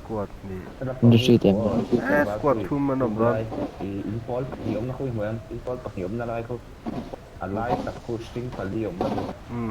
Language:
Mizo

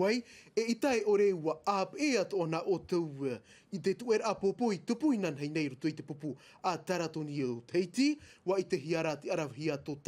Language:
Tahitian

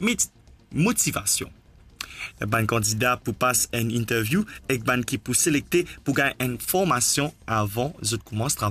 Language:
Morisyen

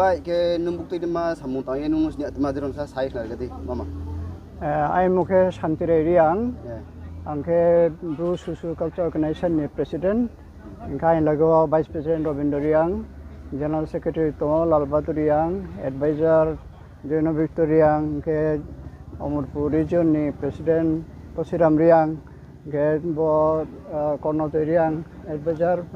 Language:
Riang (India)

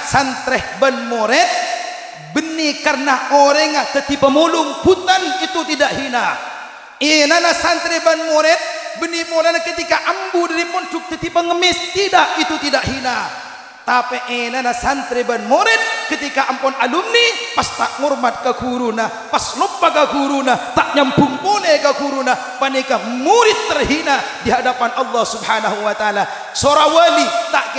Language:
Madurese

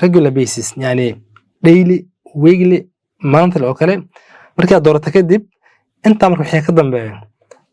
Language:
Somali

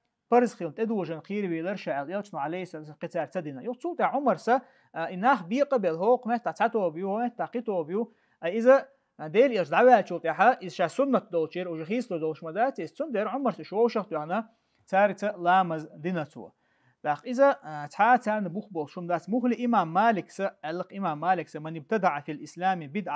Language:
Chechen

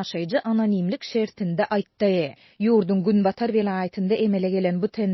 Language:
Turkmen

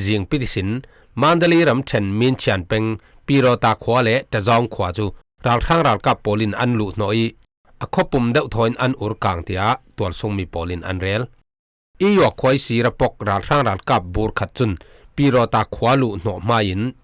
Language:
Falam Chin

